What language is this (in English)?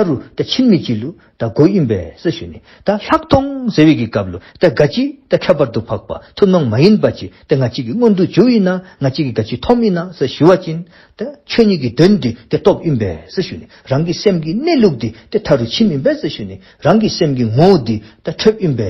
Dzongkha